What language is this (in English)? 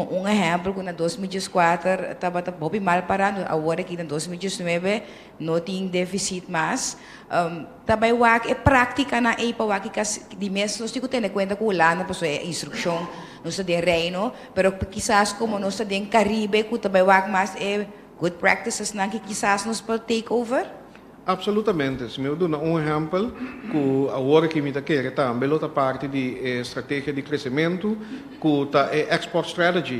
Papiamento